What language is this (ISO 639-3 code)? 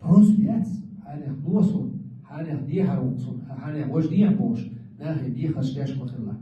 che